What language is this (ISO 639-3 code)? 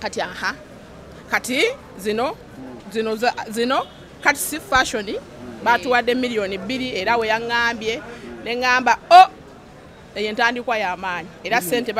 lug